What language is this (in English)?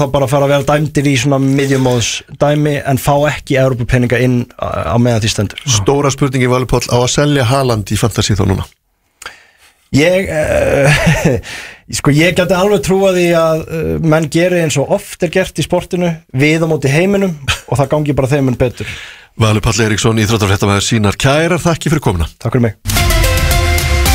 Icelandic